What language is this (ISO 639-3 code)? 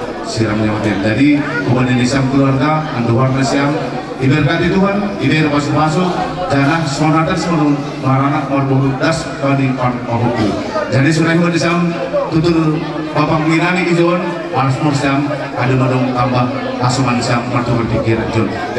bts